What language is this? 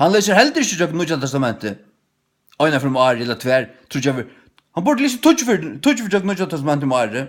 Faroese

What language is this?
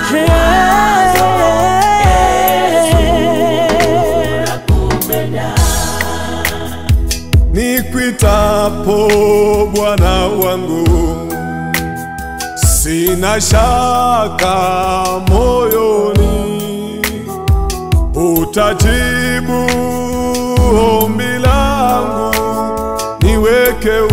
Swahili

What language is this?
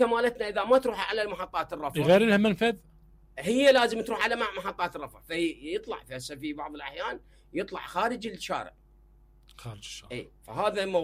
Mesopotamian Arabic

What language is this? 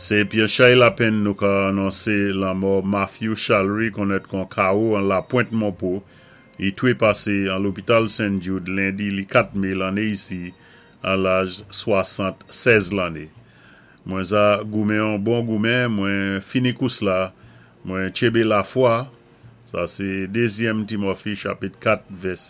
Saint Lucian Creole French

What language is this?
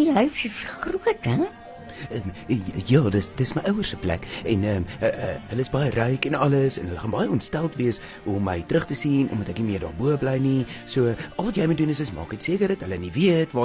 Afrikaans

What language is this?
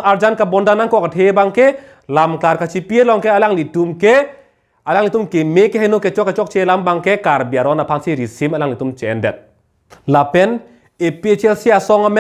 Karbi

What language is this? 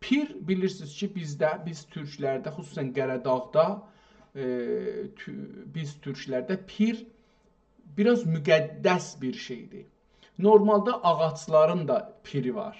South Azerbaijani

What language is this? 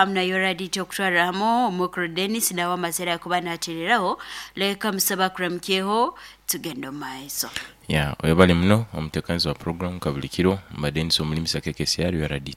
Nyoro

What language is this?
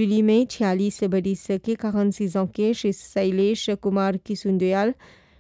Bhojpuri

